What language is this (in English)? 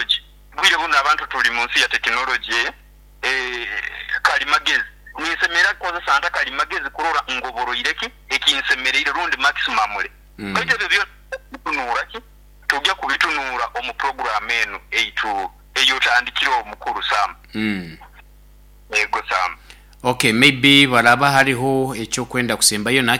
Nyoro